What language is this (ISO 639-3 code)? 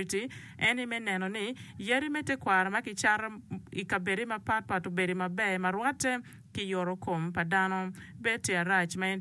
ach